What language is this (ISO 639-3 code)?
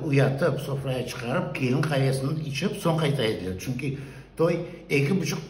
crh